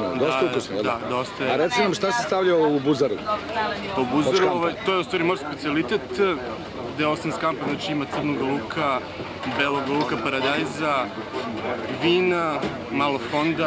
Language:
Serbian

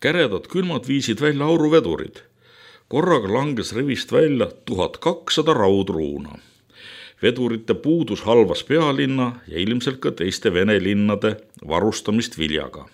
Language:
Estonian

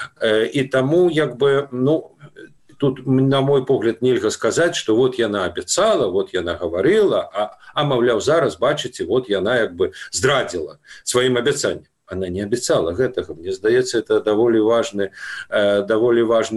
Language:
Belarusian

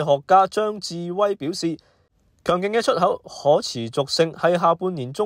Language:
Cantonese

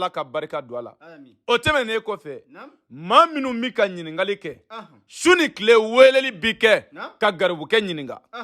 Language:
Bambara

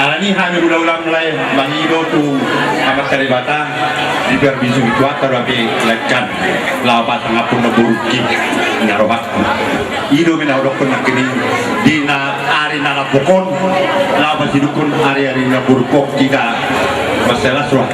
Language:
Batak Toba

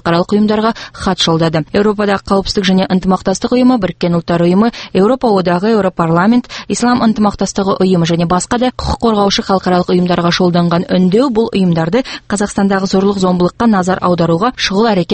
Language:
Kazakh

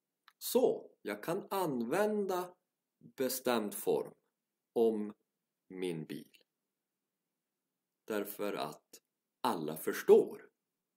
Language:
Swedish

